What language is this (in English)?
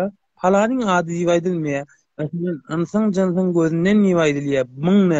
Turkmen